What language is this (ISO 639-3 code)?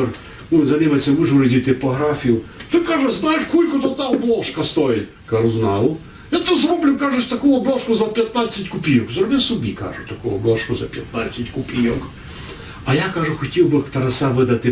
rue